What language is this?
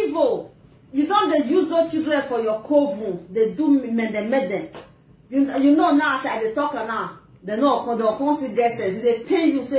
Nigerian Pidgin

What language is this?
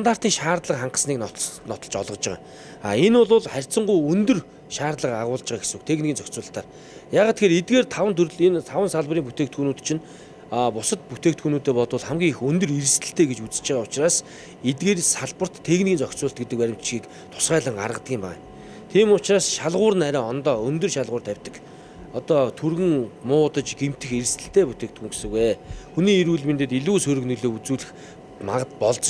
Mongolian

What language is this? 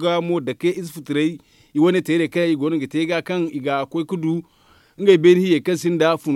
Zarma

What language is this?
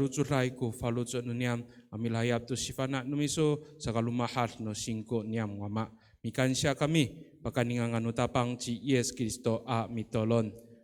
Amis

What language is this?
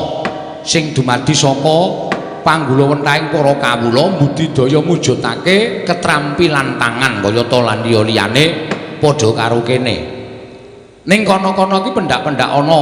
Javanese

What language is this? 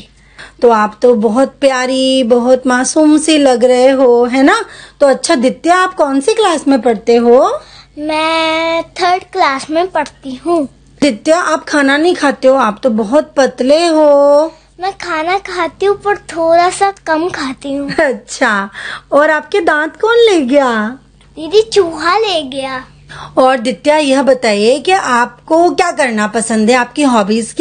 Hindi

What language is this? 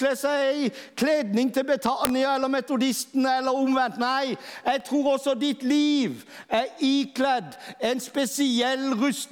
Norwegian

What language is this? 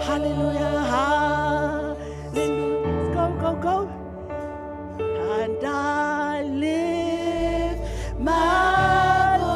Samoan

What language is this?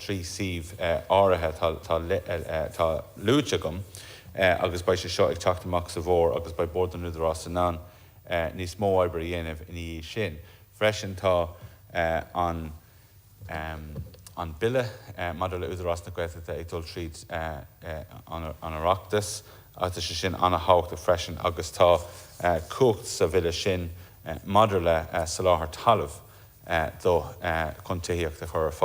Irish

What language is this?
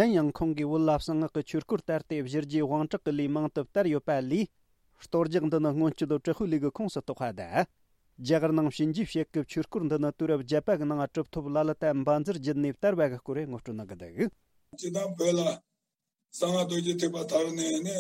Tibetan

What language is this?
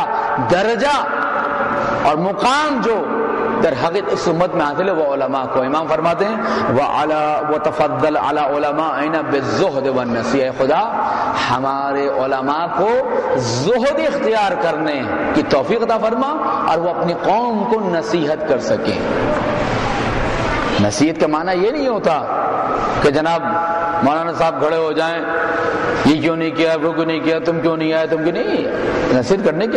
Urdu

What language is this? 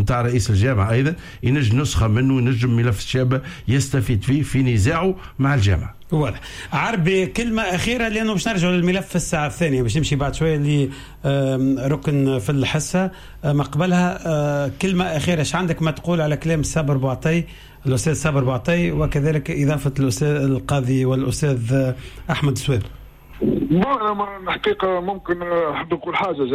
Tunisian Arabic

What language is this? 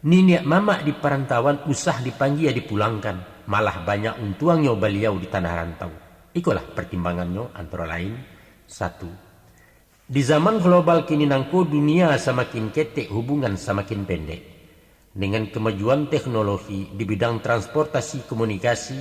Minangkabau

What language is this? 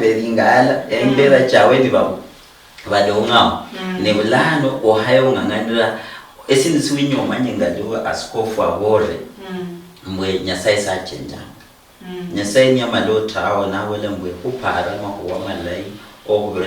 Luyia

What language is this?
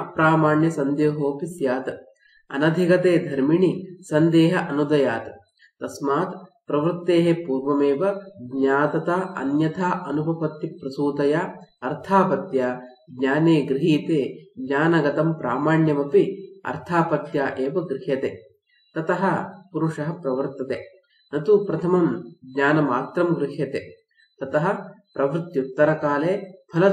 Sanskrit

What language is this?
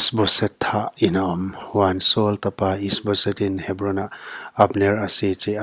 Paite Chin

